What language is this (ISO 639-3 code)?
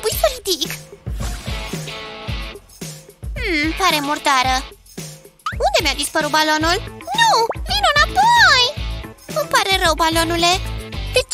ron